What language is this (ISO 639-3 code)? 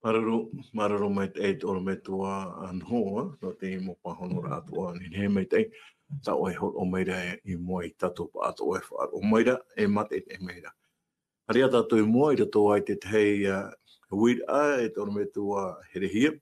tah